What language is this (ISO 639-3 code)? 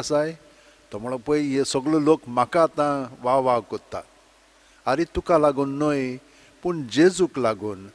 kok